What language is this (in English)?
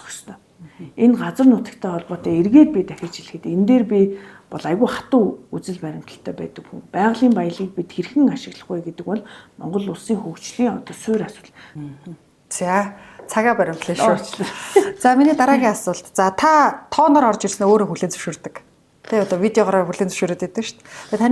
Mongolian